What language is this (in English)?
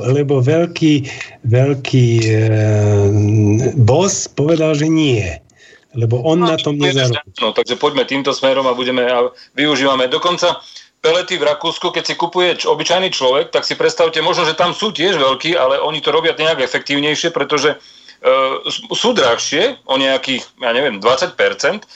Slovak